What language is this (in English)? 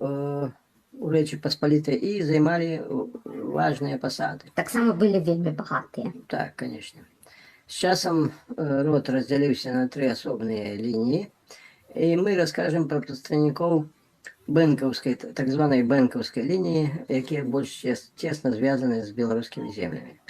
Belarusian